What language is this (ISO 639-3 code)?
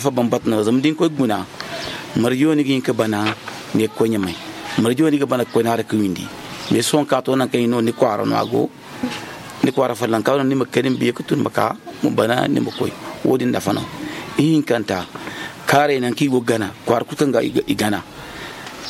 dje